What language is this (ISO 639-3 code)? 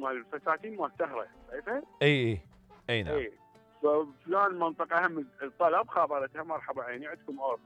acm